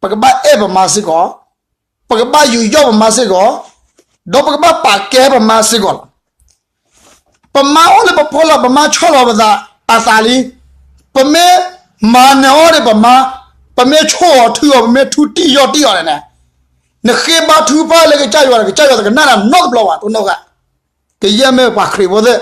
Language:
S'gaw Karen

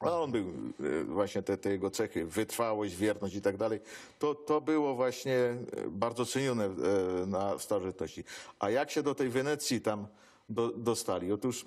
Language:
Silesian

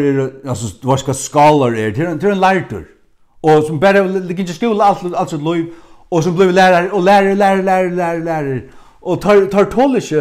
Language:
Faroese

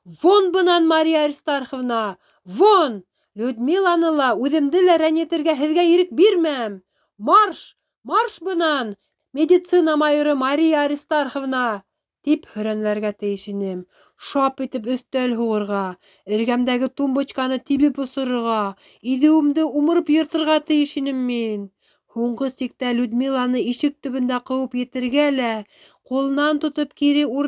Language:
Bashkir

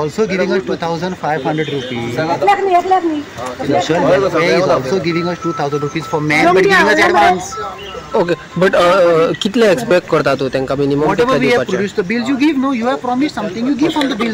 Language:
Konkani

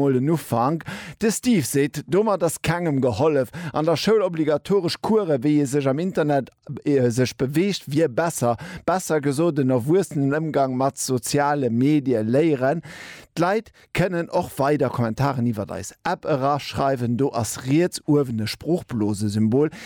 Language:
Luxembourgish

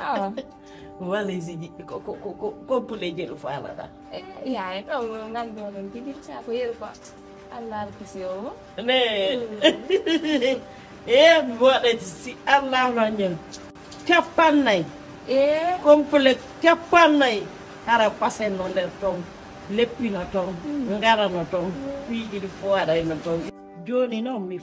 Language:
Fula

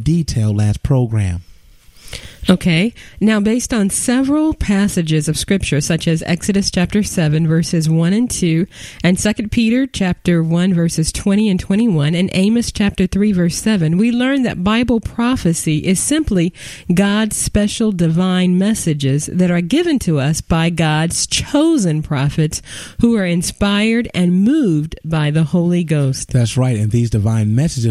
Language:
English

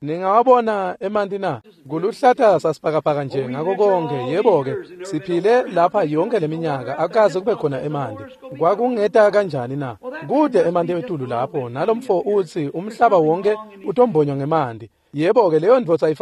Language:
Swati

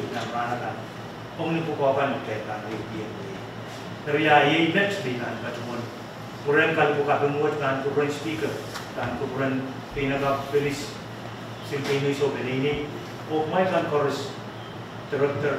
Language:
Pohnpeian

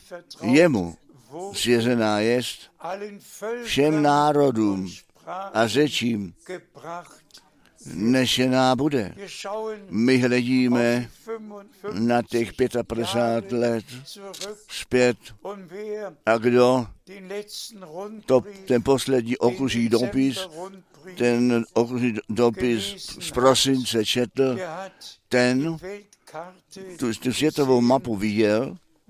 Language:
Czech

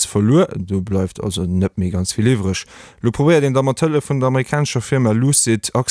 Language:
Luxembourgish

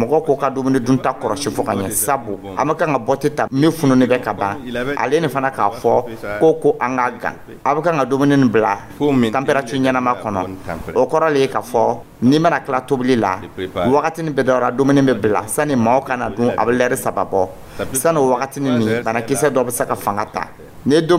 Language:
Dyula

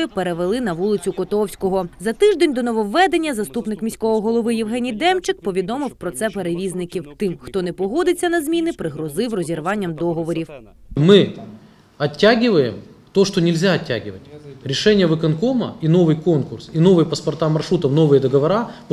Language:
Ukrainian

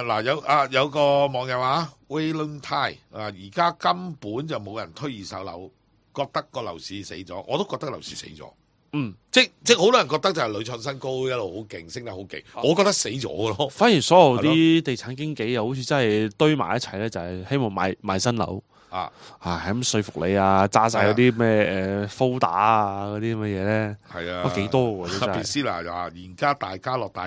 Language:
Cantonese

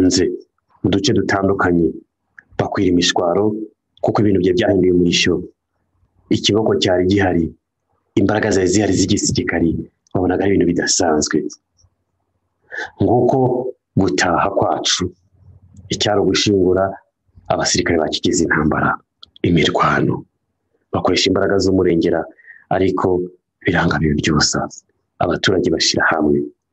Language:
Kinyarwanda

